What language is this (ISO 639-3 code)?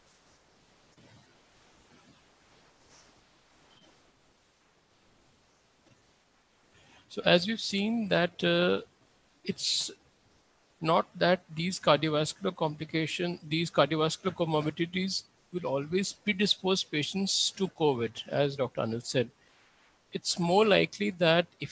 eng